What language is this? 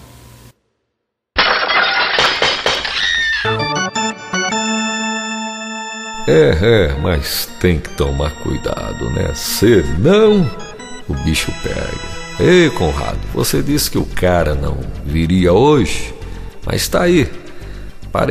Portuguese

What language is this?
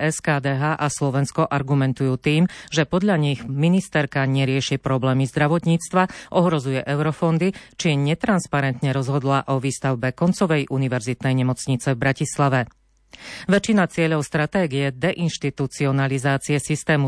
Slovak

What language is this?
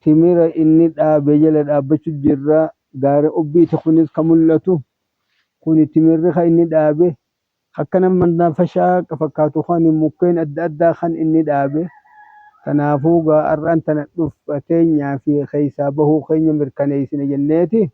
Oromo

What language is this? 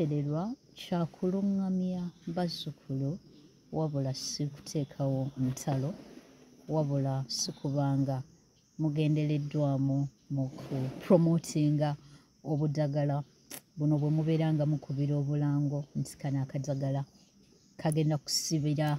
Ganda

